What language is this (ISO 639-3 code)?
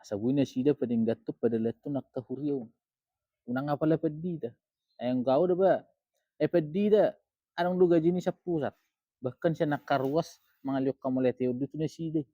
bbc